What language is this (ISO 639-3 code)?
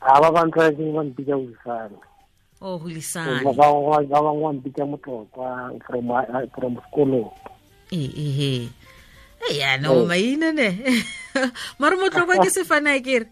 tsn